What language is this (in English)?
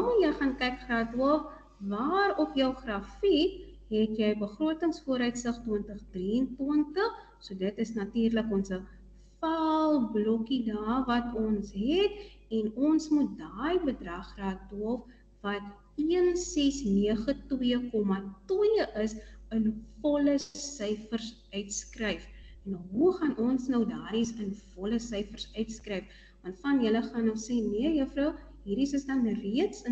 Afrikaans